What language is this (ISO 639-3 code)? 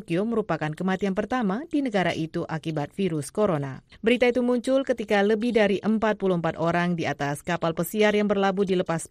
ind